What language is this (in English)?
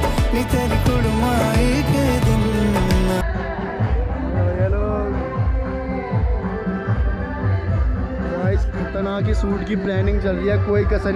Hindi